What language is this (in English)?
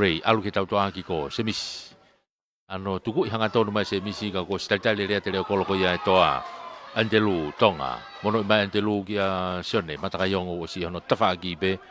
Tongan